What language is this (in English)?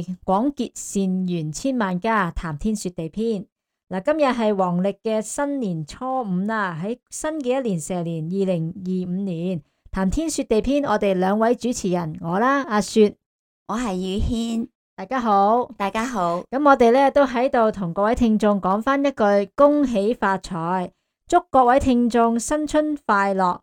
Cantonese